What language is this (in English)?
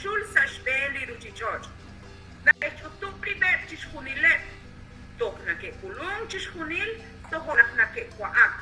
Kekchí